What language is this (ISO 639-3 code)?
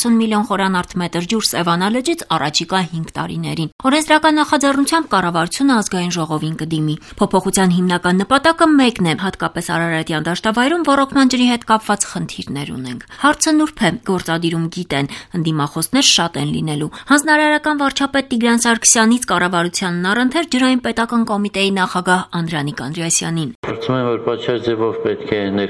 hye